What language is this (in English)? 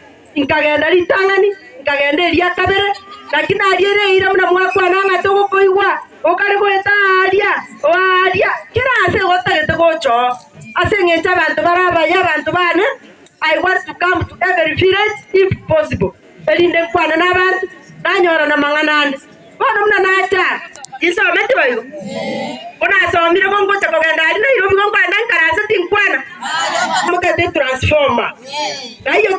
Gusii